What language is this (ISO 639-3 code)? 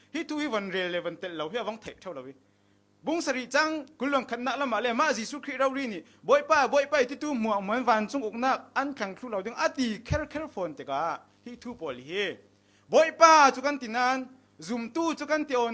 cfm